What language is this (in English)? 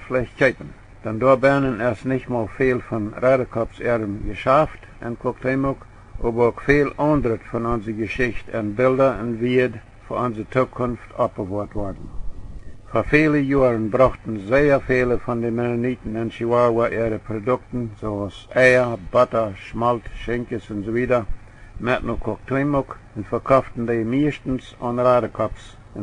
Plautdietsch